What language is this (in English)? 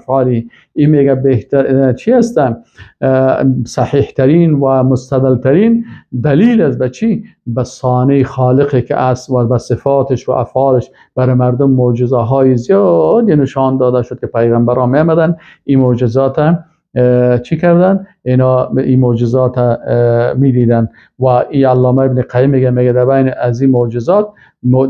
Persian